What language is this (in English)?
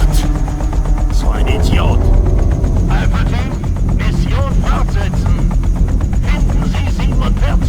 Bavarian